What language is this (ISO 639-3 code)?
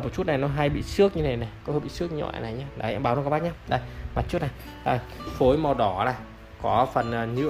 vie